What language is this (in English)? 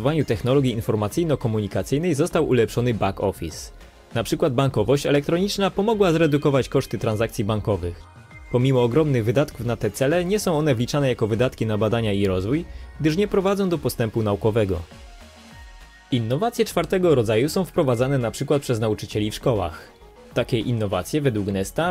Polish